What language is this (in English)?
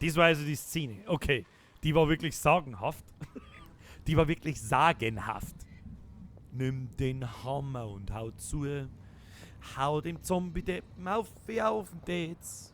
Bavarian